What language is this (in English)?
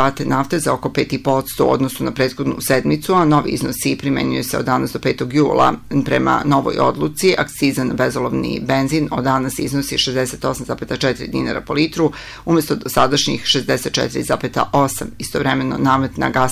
Serbian